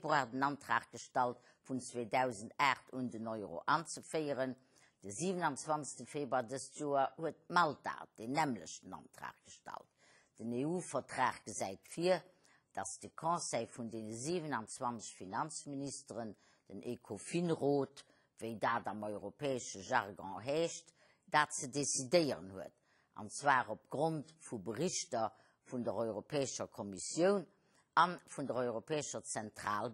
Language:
Luxembourgish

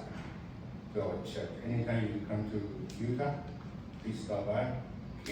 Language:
S'gaw Karen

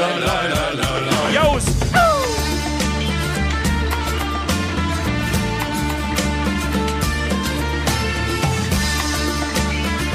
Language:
Romanian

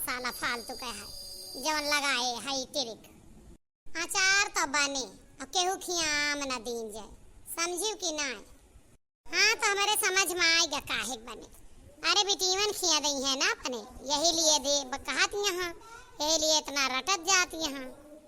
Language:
Awadhi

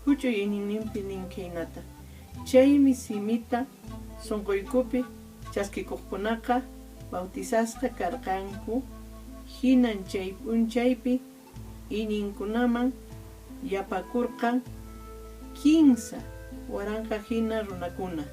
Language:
Quechua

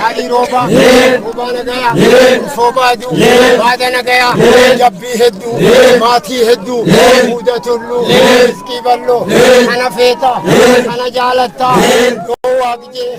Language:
Oromo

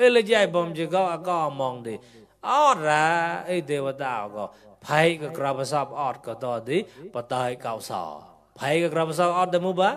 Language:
Mon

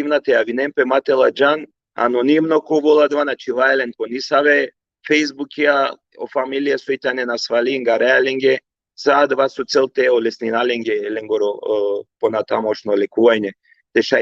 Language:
Balkan Romani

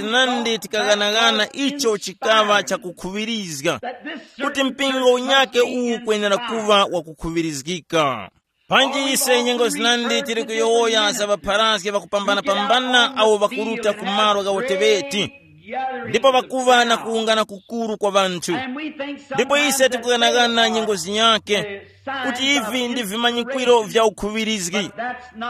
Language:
Tumbuka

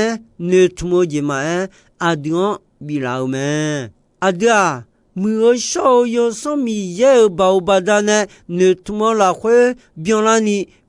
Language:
Akha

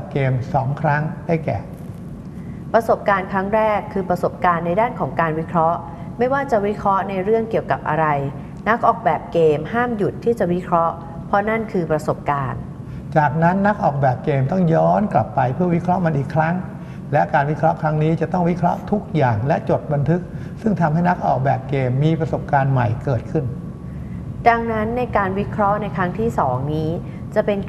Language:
Thai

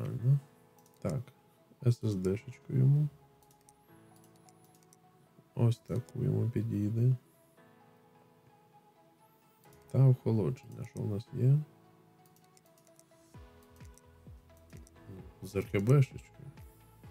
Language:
Ukrainian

